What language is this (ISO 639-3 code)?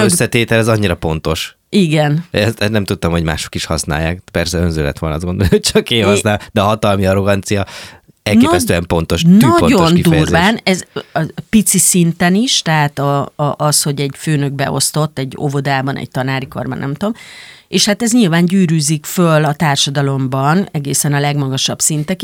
hun